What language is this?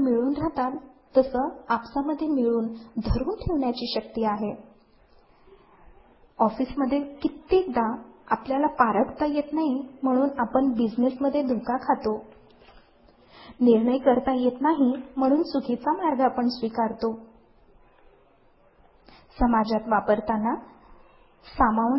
Marathi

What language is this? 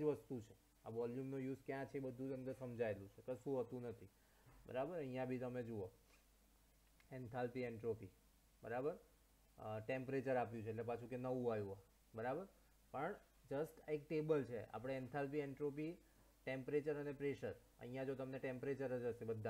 Gujarati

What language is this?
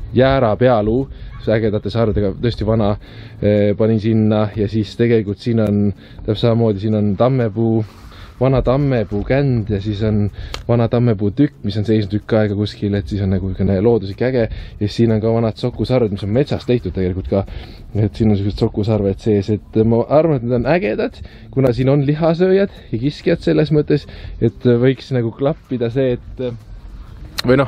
Estonian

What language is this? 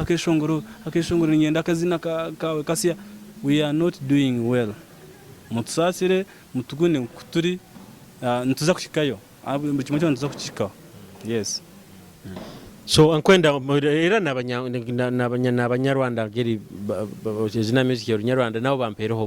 Nyoro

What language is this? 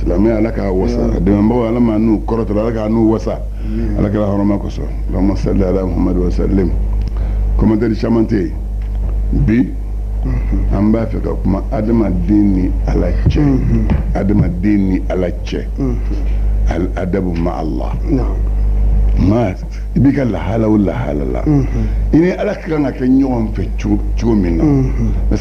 Bambara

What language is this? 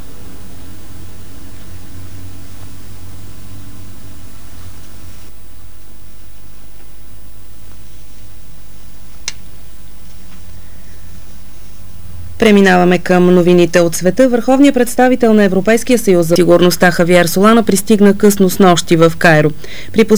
Bulgarian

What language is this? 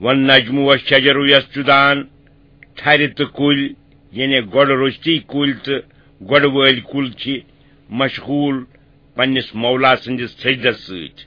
Kashmiri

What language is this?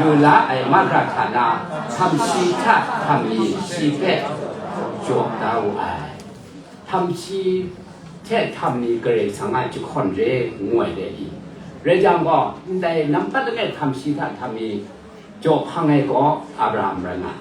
Kachin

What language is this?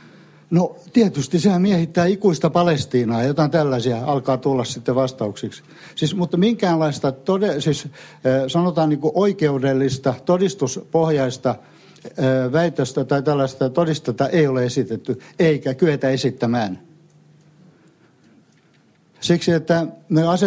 Finnish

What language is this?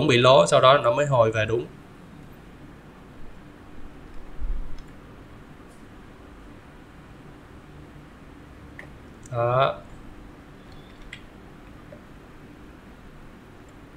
Vietnamese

